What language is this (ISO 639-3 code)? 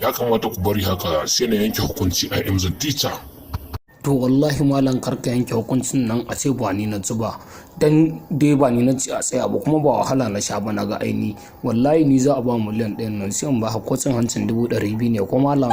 hau